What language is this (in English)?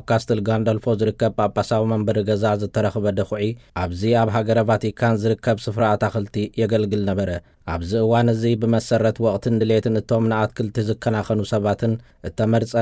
Tigrinya